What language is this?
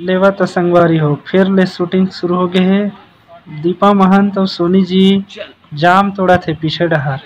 Chhattisgarhi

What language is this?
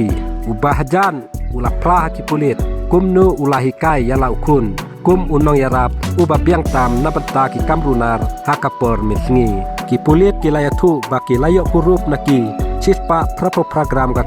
Khasi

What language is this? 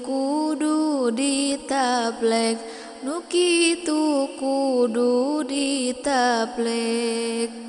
Sundanese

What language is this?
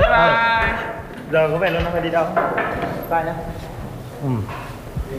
Vietnamese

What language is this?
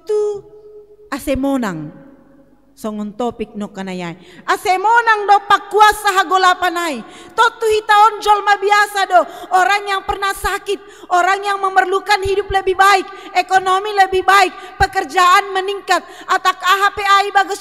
Batak Simalungun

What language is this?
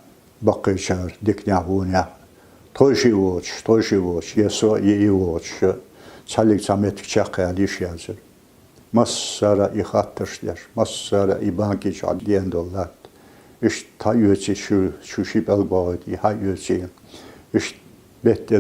Chechen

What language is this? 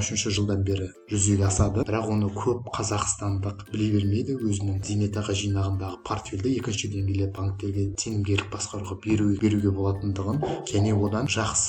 Kazakh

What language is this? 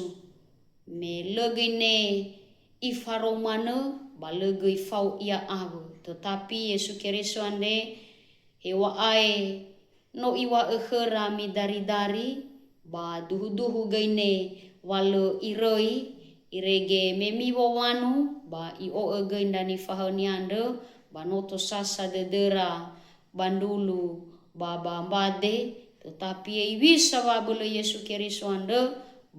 Nias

